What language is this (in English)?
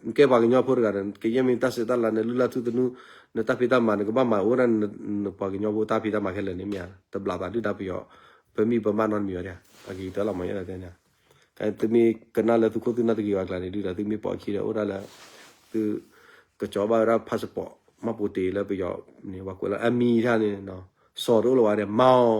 S'gaw Karen